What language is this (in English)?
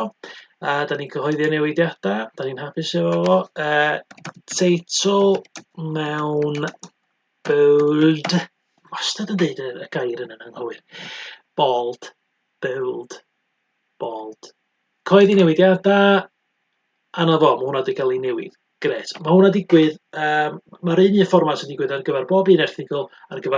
Welsh